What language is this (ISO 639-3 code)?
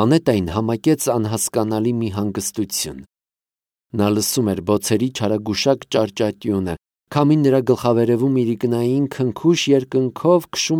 hye